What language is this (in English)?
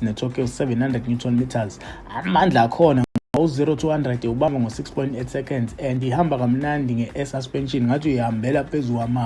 Zulu